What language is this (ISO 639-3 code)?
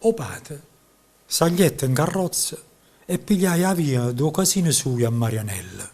nap